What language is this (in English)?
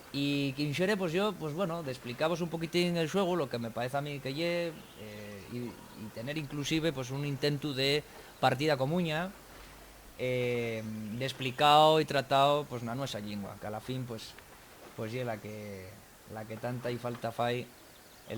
Asturian